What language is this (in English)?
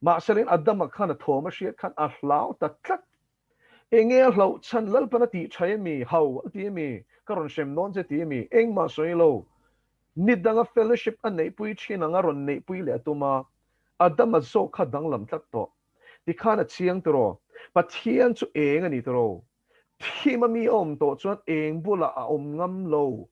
Mizo